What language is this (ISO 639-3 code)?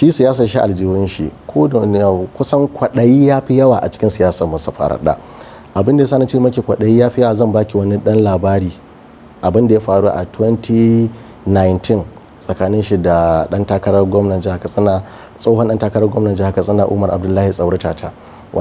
hau